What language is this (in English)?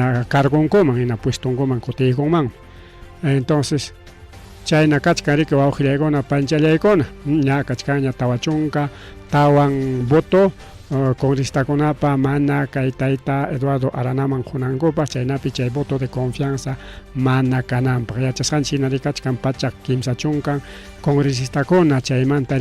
Ayacucho Quechua